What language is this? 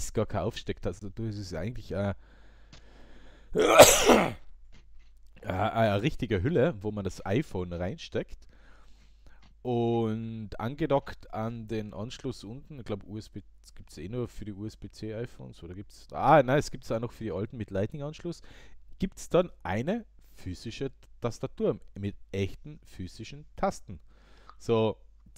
German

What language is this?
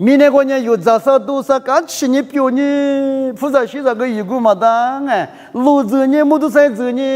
Lisu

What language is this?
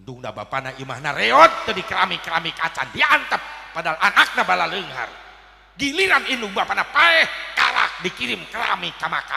Sundanese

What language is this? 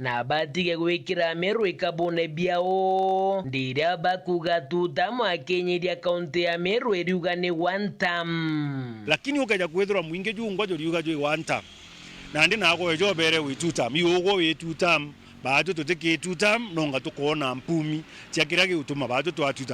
Meru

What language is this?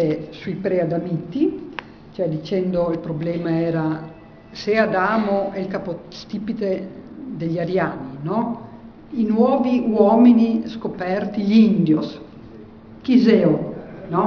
Italian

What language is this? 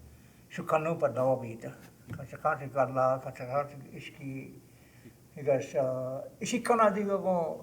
Choctaw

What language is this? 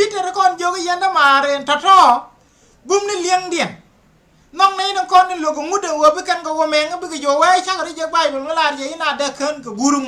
Nuer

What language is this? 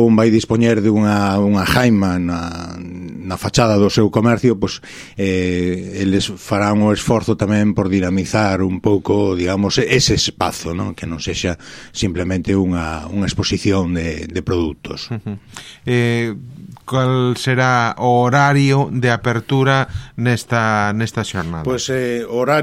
Galician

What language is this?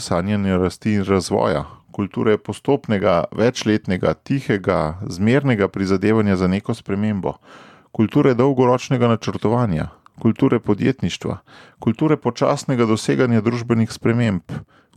Slovenian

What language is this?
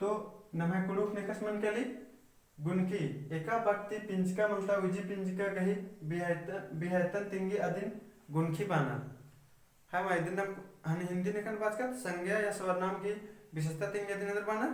Kurukh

